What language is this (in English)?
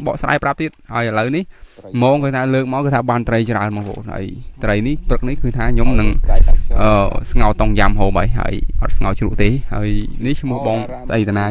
Khmer